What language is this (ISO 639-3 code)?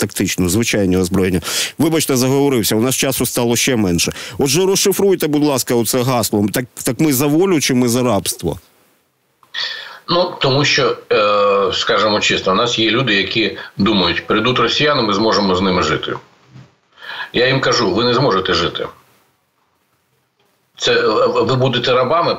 ukr